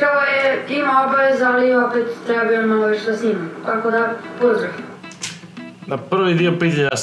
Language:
Croatian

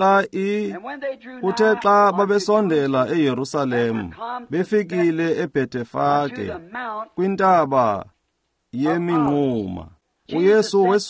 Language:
Xhosa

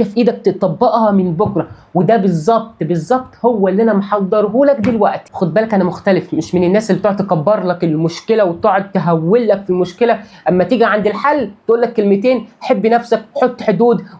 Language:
Egyptian Arabic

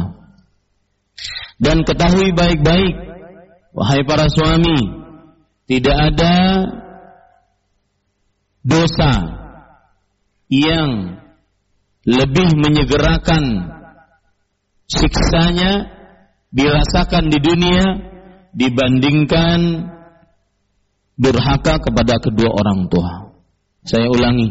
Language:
Indonesian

